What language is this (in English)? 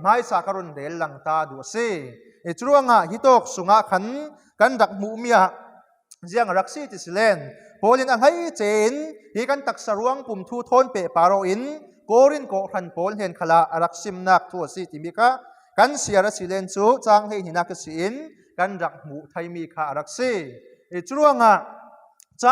Falam Chin